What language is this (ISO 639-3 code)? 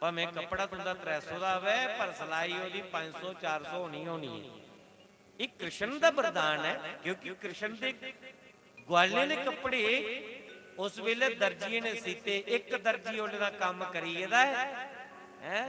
doi